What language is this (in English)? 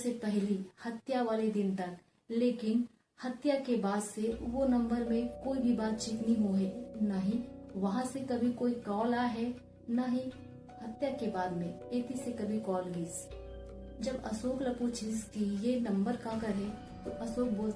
Chhattisgarhi